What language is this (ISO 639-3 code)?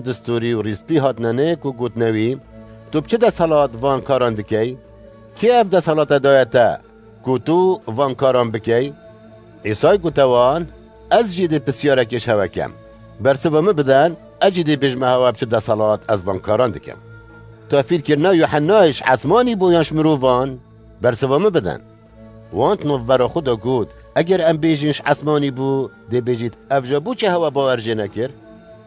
kur